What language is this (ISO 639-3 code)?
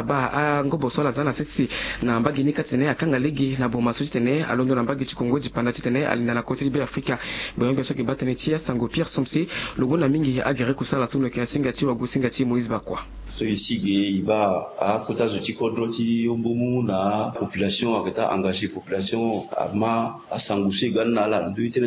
sag